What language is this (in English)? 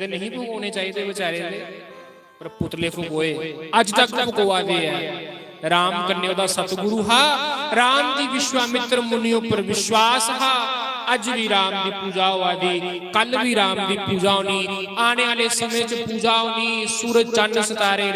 Dogri